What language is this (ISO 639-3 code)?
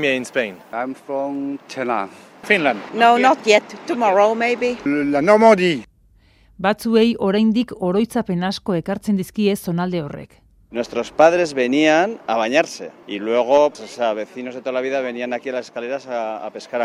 eus